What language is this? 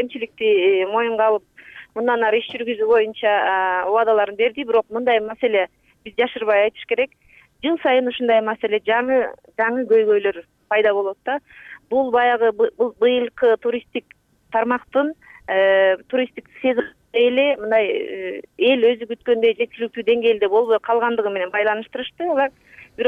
Kyrgyz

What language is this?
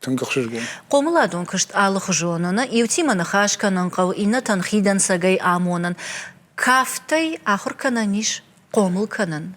Ossetic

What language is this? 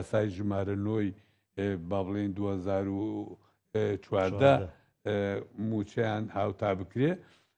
Central Kurdish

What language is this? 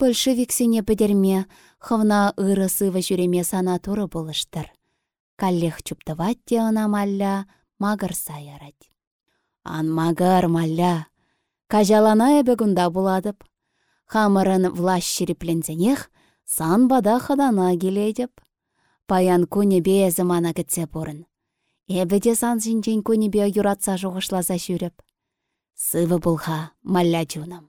Chuvash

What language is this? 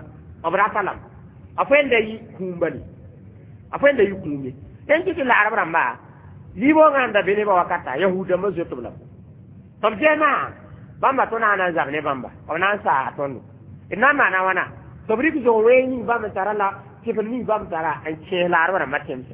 Mossi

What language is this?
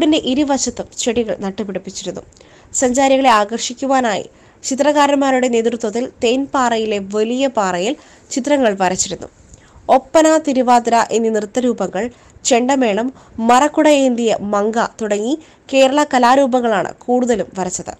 Malayalam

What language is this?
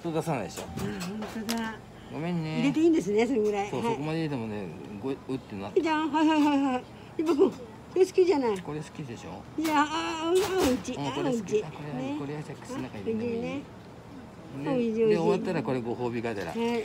Japanese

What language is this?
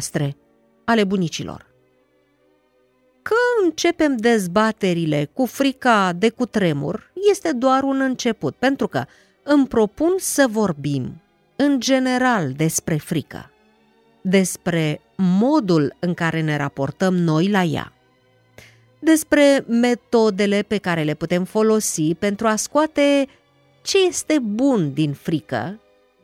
Romanian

